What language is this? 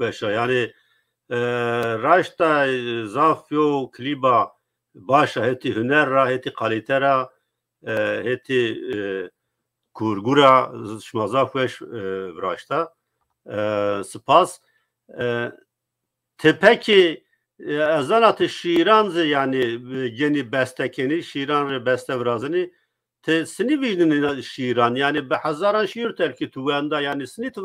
Zaza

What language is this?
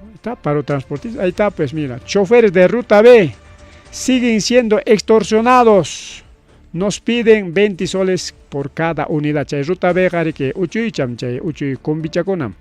Ayacucho Quechua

